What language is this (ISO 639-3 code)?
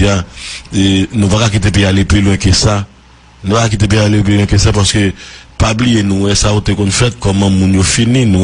hat